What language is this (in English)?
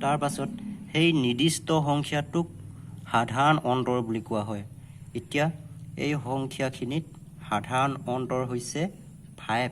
Assamese